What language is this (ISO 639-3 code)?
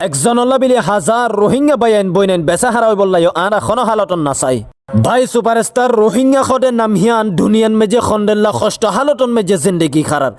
rhg